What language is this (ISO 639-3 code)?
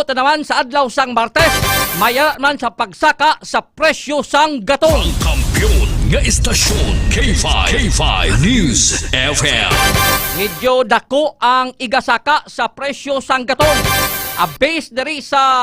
hil